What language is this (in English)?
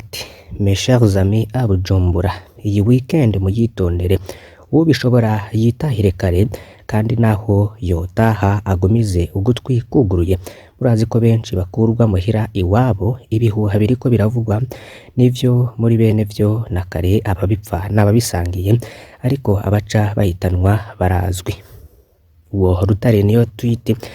Rundi